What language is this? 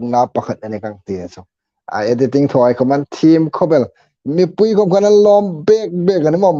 Hmar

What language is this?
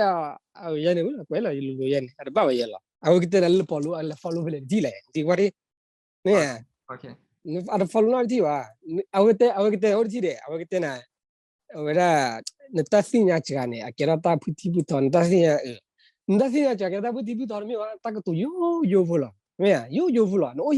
S'gaw Karen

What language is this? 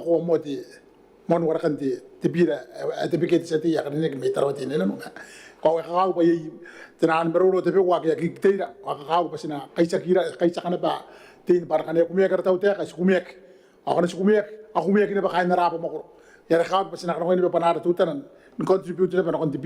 Gilbertese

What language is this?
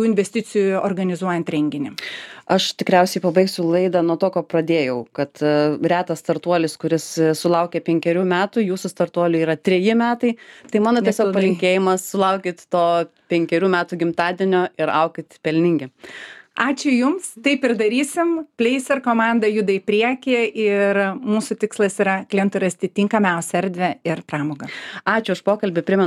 Lithuanian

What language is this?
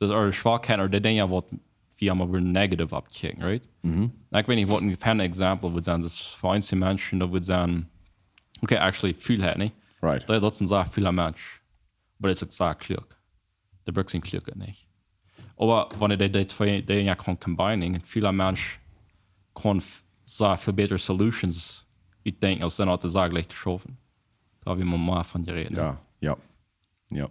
Plautdietsch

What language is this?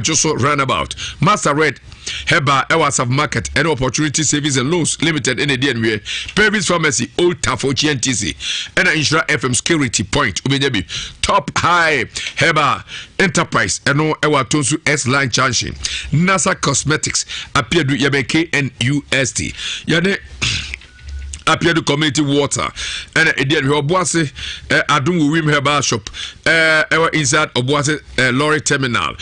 Akan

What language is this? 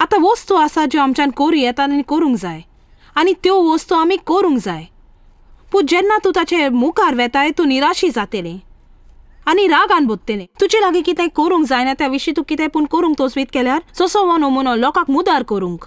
Konkani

